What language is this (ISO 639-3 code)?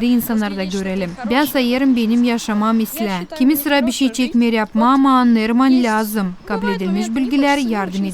gag